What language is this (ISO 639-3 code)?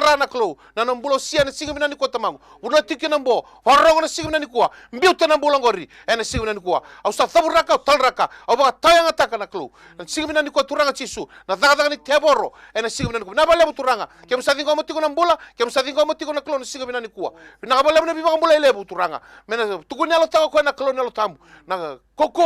fij